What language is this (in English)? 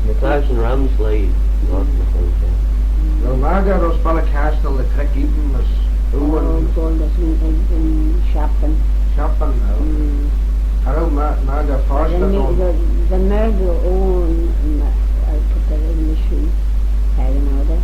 Manx